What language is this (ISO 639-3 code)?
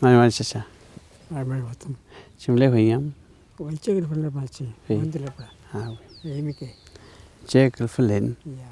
arn